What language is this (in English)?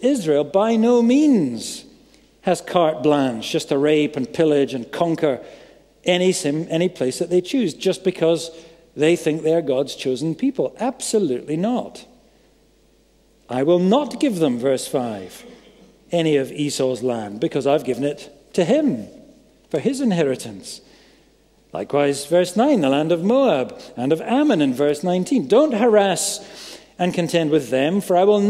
English